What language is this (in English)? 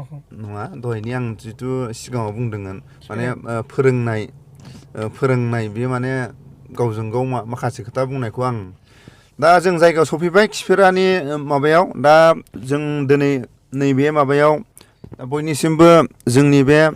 Bodo